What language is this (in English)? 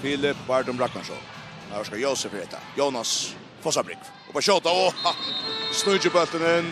Faroese